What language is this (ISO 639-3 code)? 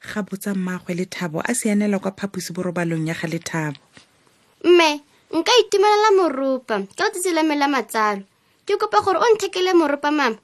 tsn